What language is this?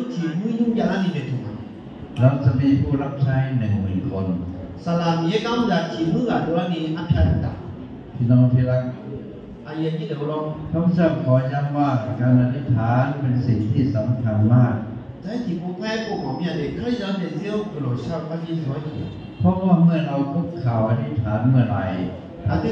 Akha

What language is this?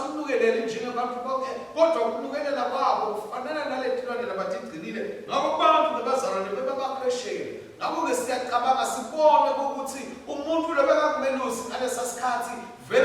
Swati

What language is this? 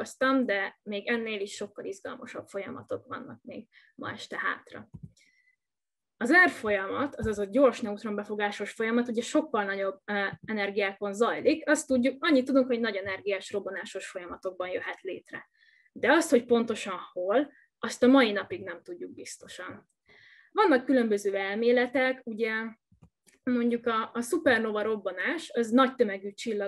Hungarian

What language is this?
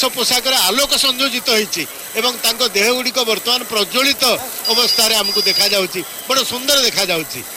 Odia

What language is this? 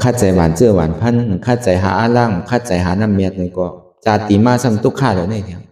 Shan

